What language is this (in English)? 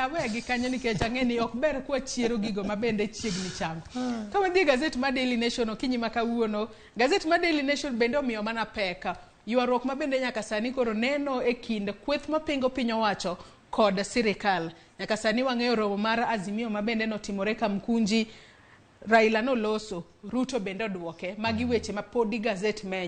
Luo (Kenya and Tanzania)